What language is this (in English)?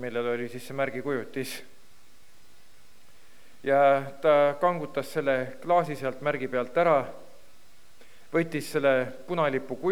Estonian